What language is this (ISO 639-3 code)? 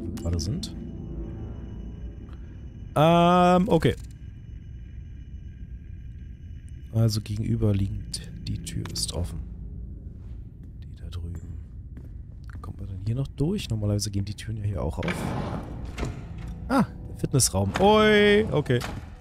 deu